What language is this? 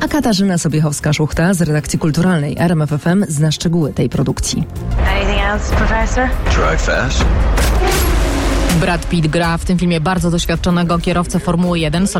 Polish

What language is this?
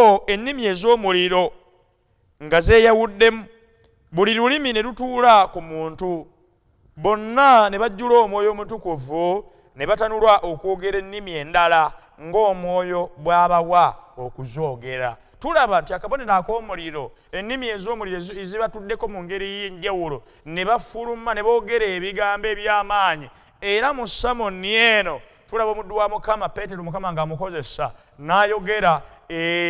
Ganda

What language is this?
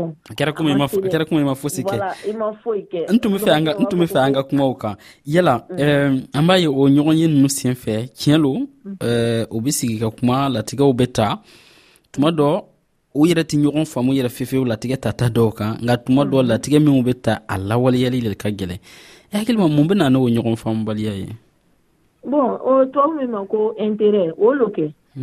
Dyula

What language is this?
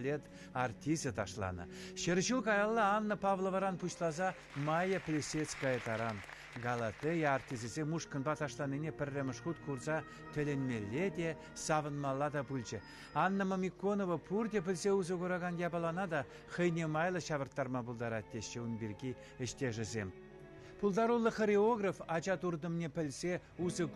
Chuvash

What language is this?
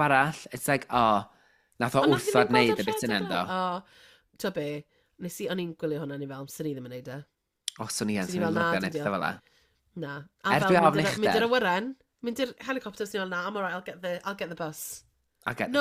Welsh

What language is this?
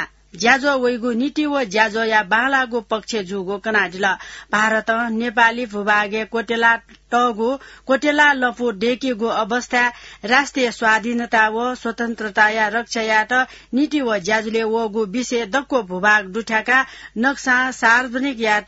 Newari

